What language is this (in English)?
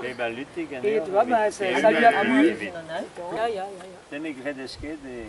Breton